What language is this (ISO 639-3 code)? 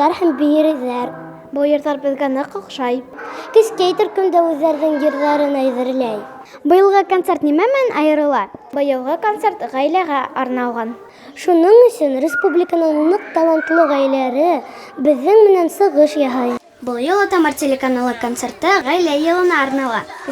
bak